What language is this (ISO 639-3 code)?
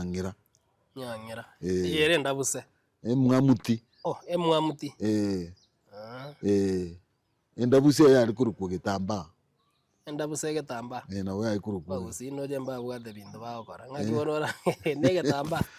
guz